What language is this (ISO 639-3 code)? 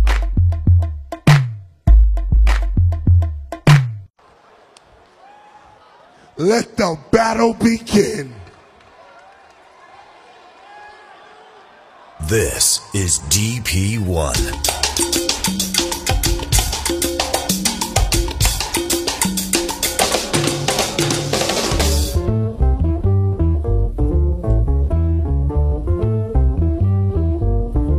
eng